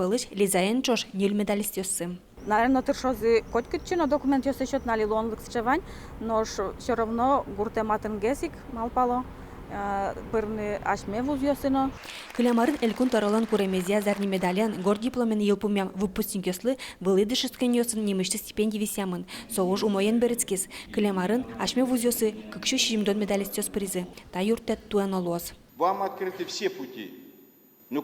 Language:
Udmurt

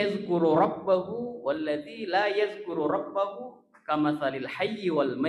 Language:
Buginese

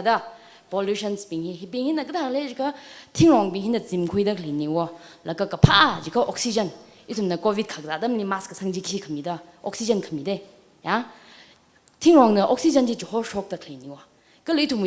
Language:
Tangkhul Naga (India)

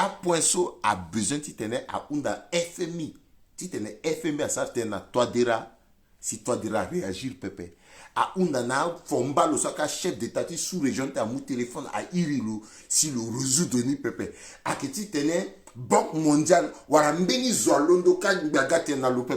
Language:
Sango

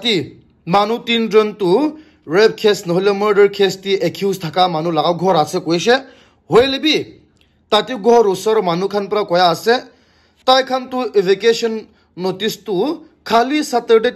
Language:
Naga Pidgin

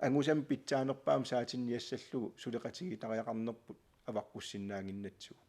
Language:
Kalaallisut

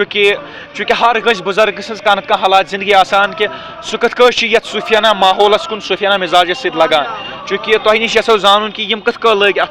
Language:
Kashmiri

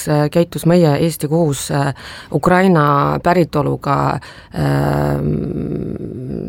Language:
Estonian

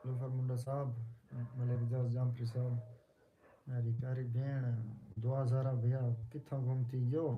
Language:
Saraiki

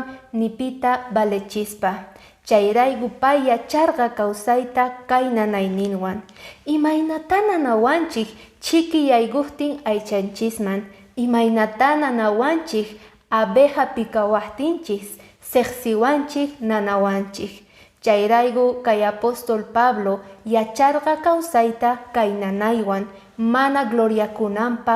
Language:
Quechua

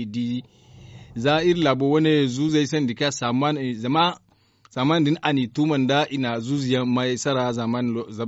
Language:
Zarma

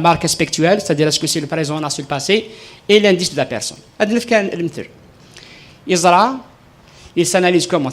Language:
Kabyle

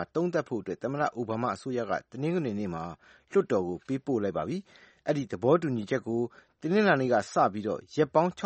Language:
Burmese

